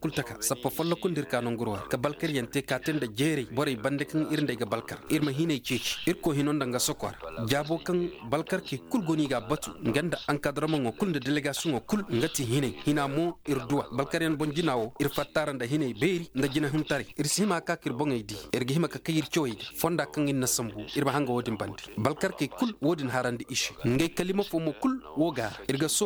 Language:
Zarma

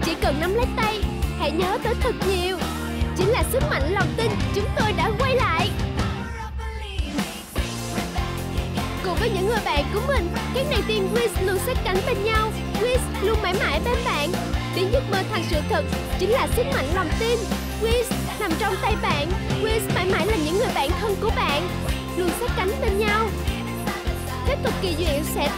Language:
Vietnamese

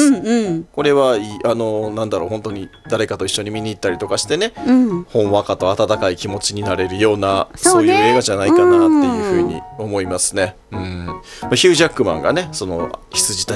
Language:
Japanese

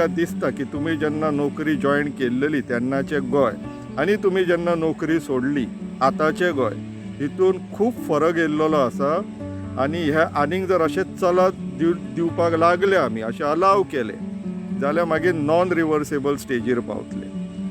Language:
Konkani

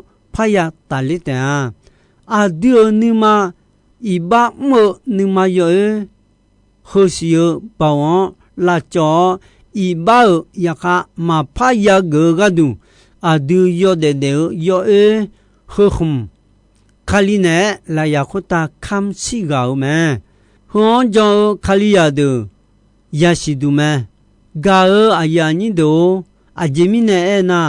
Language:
Akha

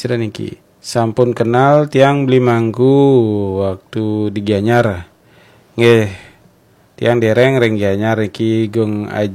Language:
Balinese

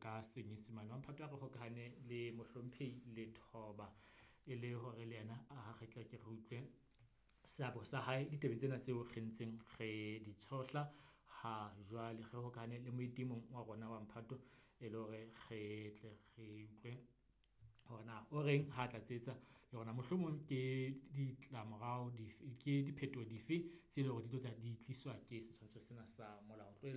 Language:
Southern Sotho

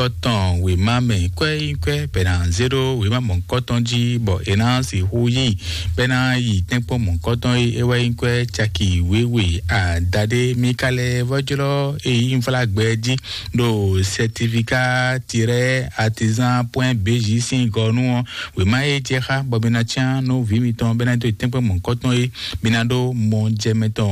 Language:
Fon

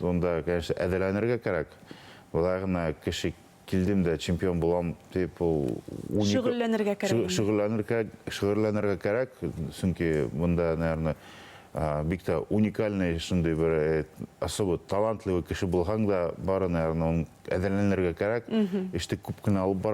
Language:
Bashkir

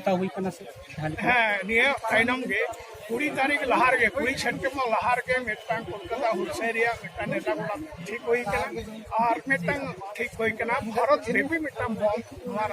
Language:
Santali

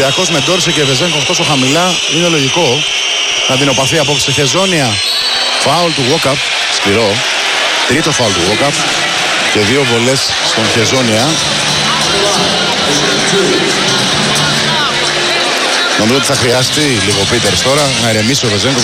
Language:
Greek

